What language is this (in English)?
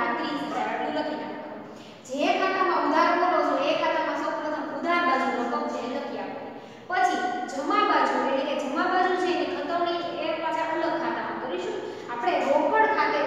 Gujarati